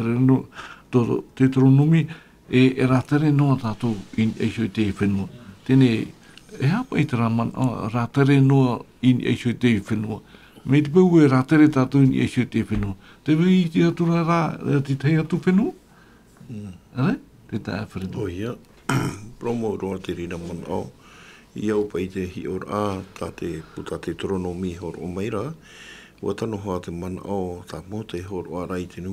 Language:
Tahitian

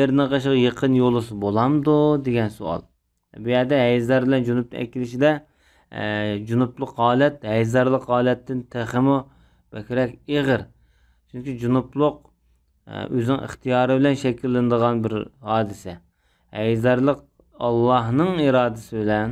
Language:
Uyghur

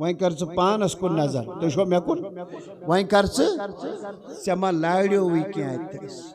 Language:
Kashmiri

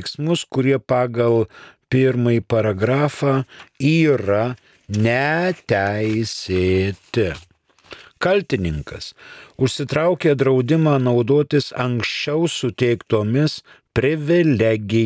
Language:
Lithuanian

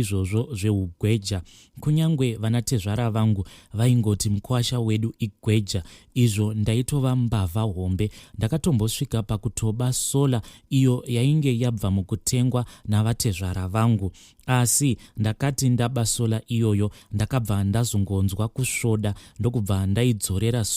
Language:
Shona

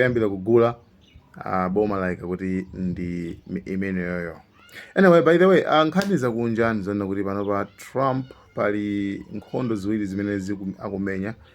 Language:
Nyanja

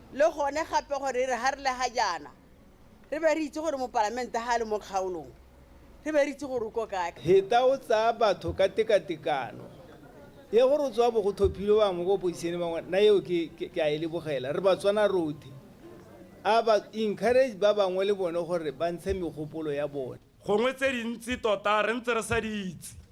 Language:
Tswana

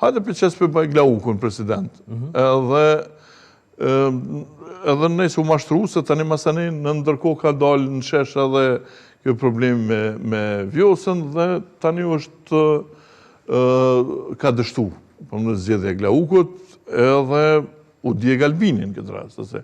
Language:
Albanian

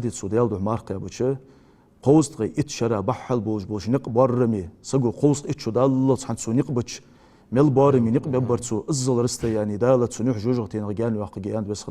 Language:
Ingush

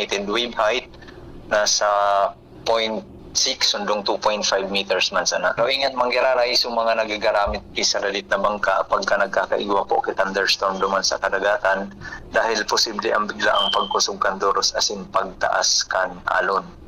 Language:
Bikol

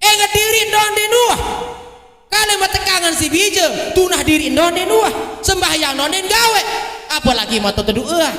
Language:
Sasak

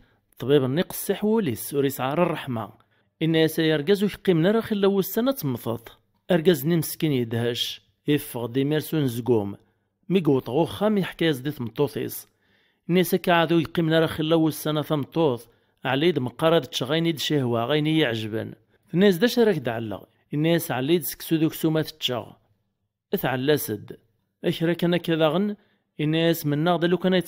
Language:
Kabyle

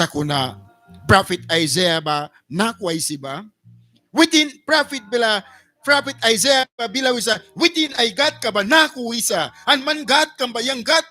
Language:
Mískito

